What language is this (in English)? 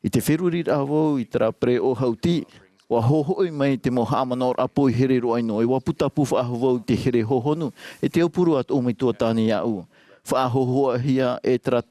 Tahitian